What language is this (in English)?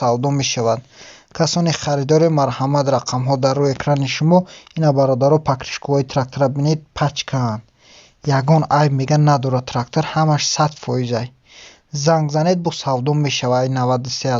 Tajik